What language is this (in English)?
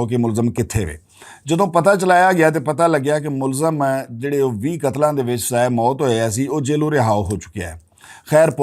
Western Panjabi